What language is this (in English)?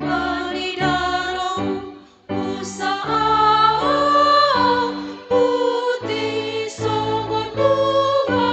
Batak Simalungun